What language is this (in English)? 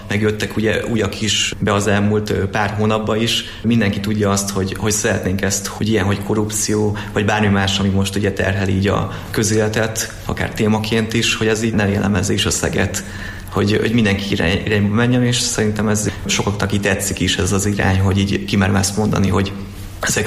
Hungarian